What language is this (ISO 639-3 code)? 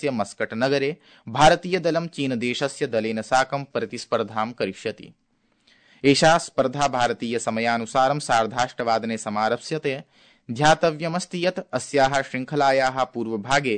san